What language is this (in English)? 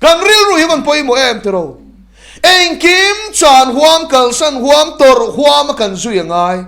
Mizo